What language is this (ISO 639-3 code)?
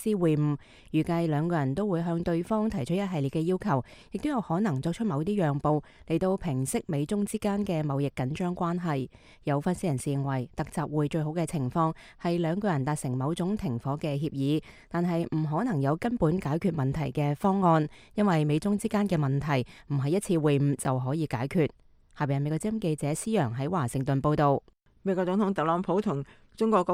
yue